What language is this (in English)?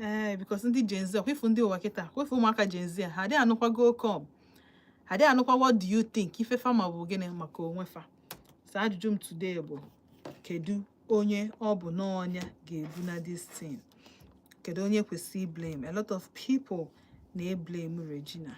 Igbo